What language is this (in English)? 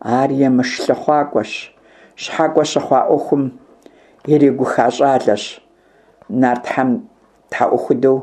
Kabardian